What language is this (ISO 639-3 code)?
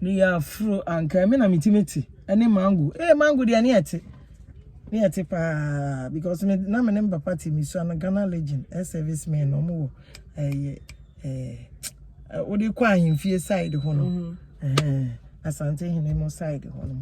aka